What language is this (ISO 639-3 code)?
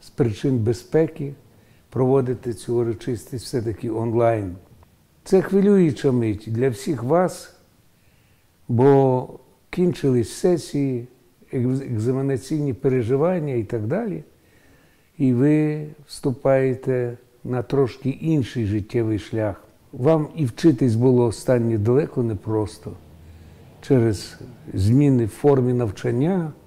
ukr